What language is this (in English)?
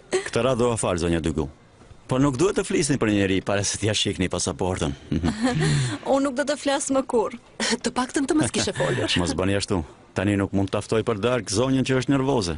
Albanian